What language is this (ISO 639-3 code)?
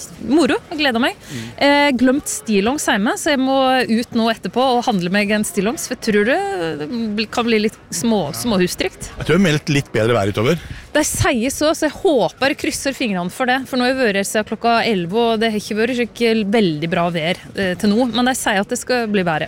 nor